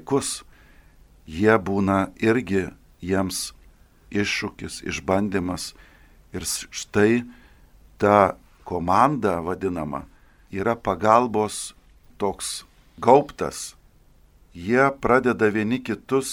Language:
Lithuanian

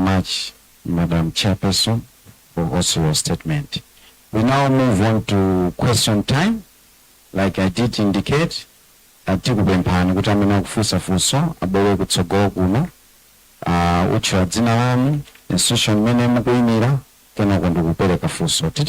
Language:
Nyanja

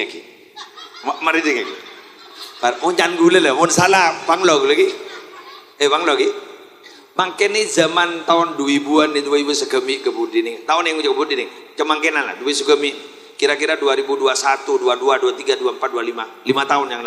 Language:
Madurese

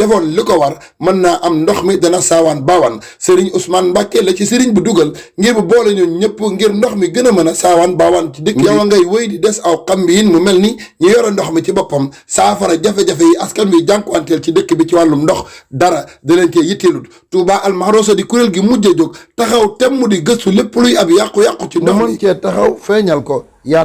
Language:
Wolof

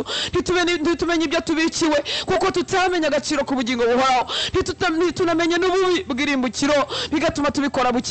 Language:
Kinyarwanda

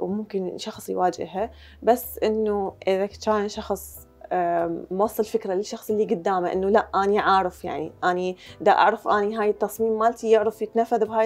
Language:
Mesopotamian Arabic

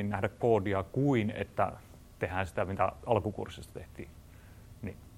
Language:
Finnish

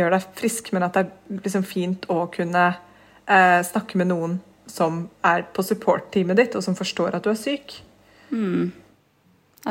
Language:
Norwegian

